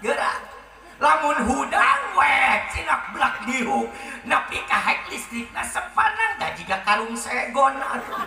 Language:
Sundanese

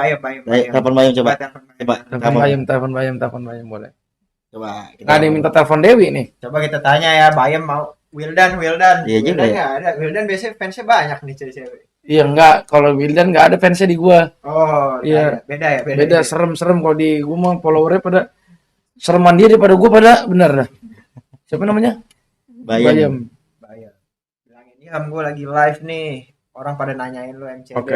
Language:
Betawi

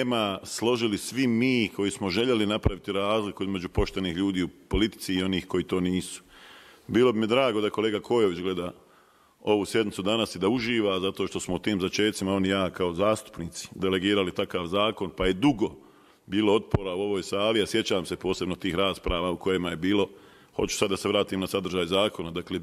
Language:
Bosnian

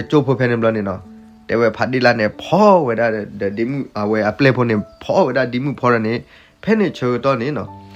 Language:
S'gaw Karen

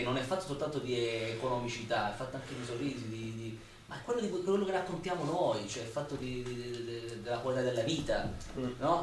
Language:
Italian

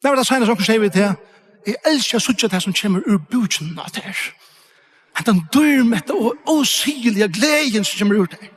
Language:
Faroese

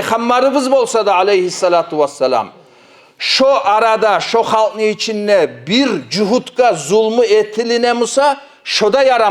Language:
Kumyk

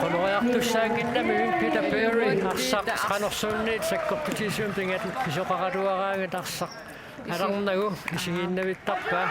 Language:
Kalaallisut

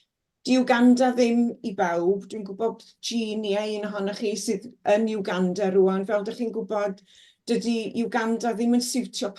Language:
Welsh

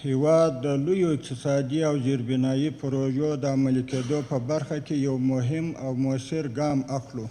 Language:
Pashto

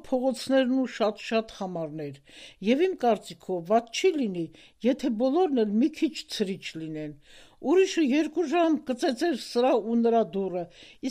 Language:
Armenian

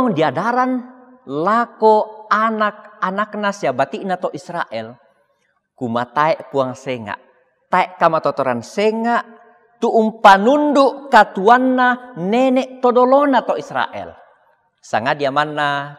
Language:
Toraja-Sa'dan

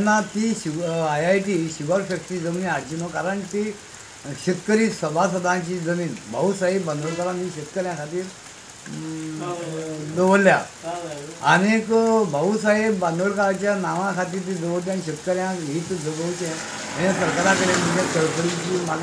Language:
Konkani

